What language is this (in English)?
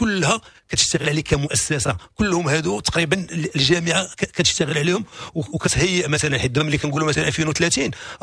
Moroccan Arabic